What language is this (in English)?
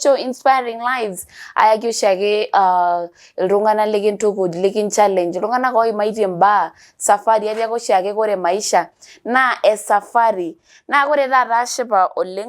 Masai